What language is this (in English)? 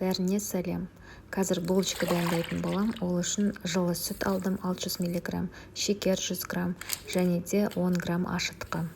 Kazakh